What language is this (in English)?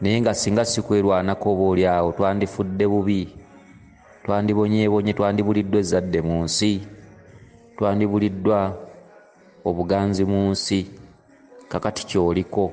Ganda